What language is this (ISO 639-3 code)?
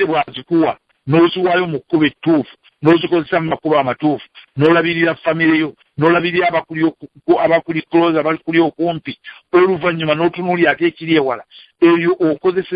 lug